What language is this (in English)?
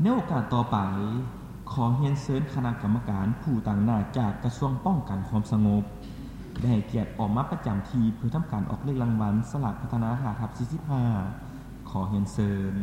Lao